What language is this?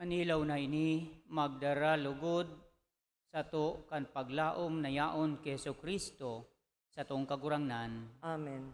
Bikol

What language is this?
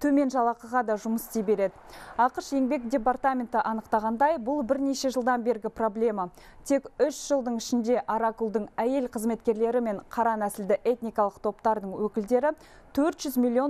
Kazakh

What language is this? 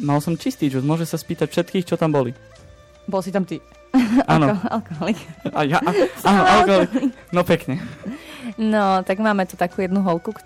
Slovak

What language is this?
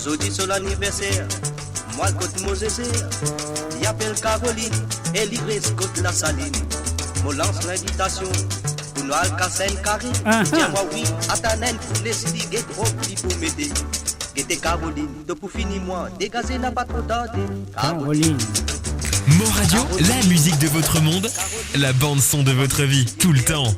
Morisyen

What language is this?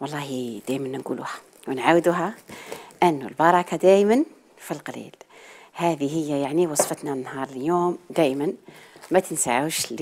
Algerian Arabic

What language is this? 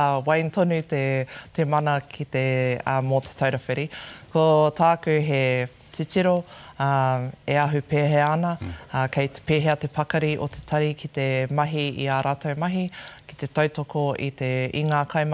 Māori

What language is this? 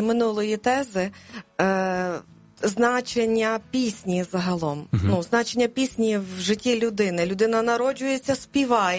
Ukrainian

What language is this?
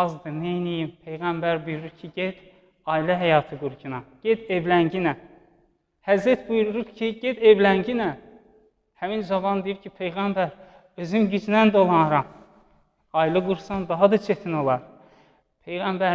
Azerbaijani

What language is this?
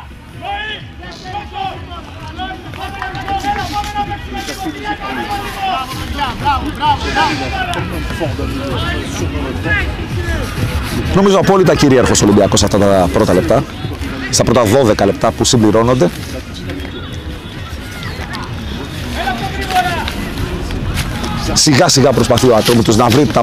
Greek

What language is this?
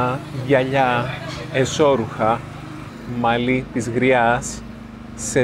Greek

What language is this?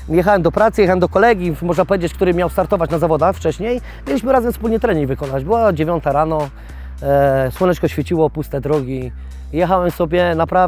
Polish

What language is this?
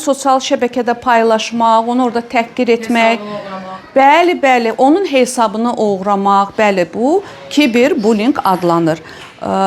Azerbaijani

